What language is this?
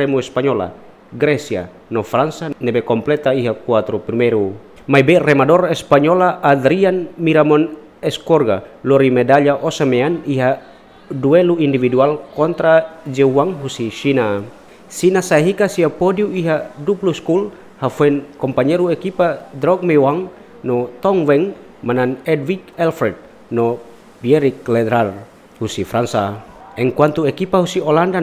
Tetum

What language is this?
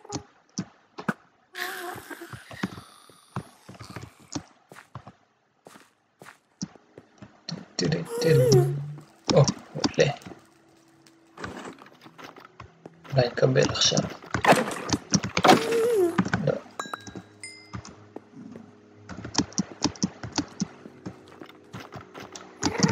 Hebrew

